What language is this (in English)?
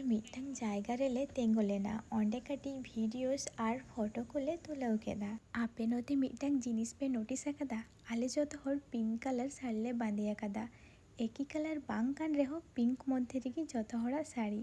Santali